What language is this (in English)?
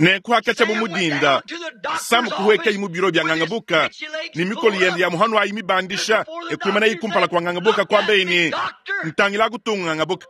Luba-Lulua